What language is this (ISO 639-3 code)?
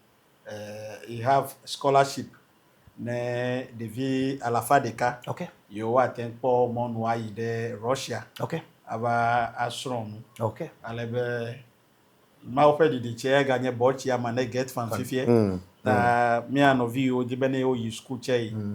ewe